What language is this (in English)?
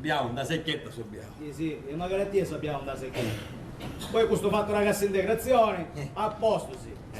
Sicilian